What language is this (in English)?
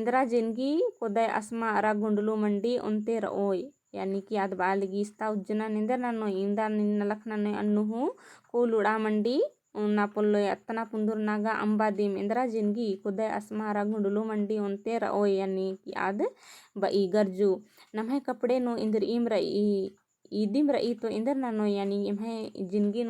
Kurukh